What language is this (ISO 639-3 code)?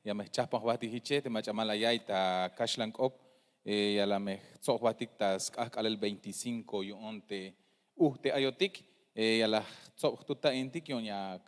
tzh